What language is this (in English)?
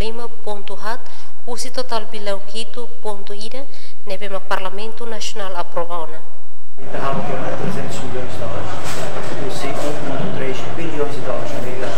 Tetum